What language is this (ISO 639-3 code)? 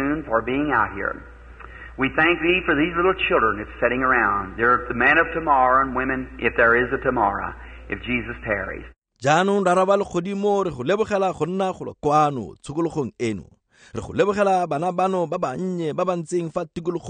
tsn